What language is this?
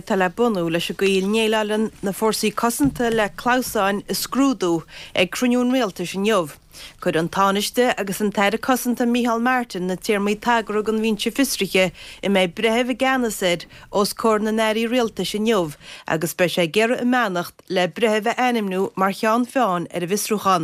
Irish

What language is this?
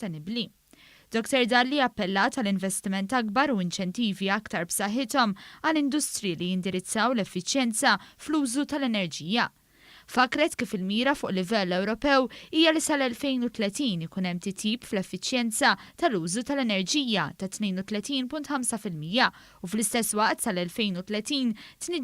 Maltese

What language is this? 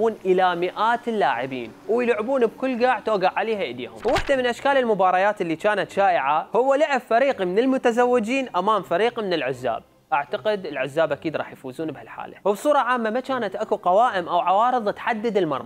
Mesopotamian Arabic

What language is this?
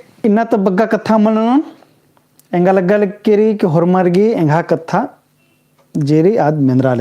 Kurukh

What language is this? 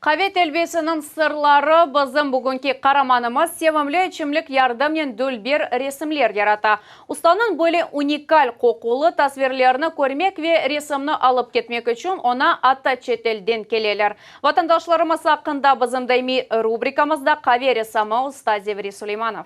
Crimean Tatar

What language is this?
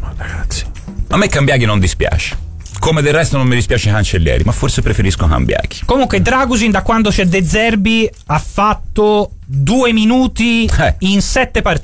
Italian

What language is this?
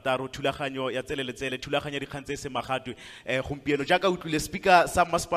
Tswana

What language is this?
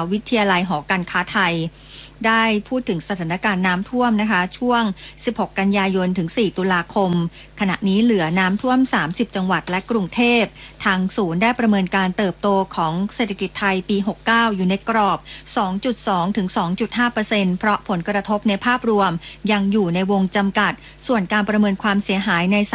Thai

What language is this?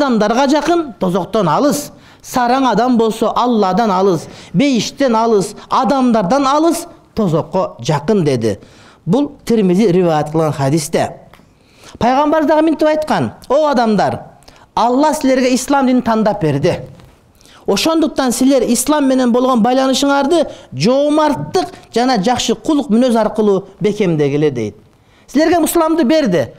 Kyrgyz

